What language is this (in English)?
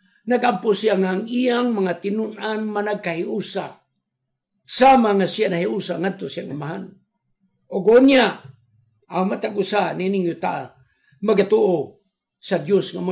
Cebuano